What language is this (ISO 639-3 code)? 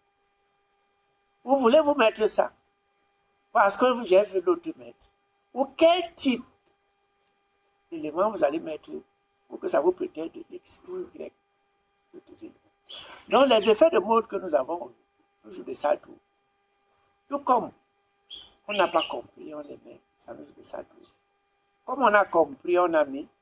fra